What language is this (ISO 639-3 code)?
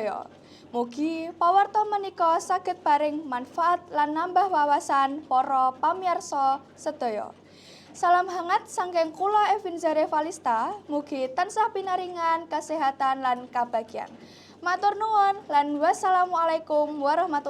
jav